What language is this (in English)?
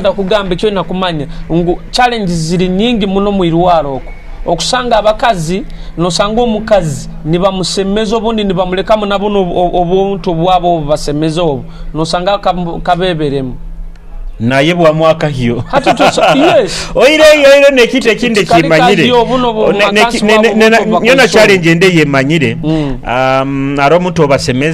Nyoro